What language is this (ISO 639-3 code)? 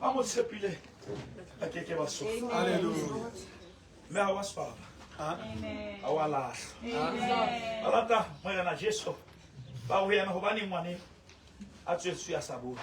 sot